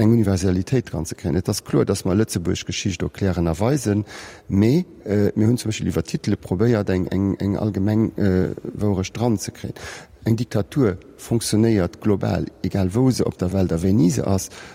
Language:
Luxembourgish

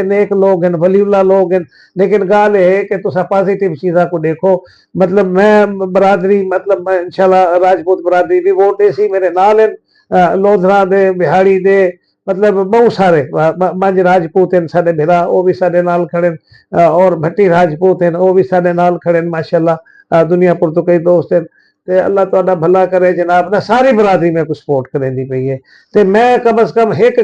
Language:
Saraiki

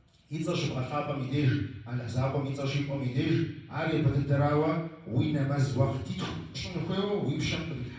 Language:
Kabardian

